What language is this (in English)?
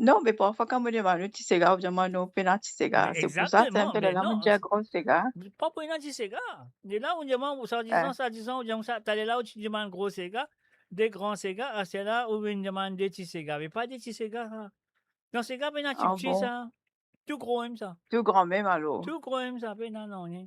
Morisyen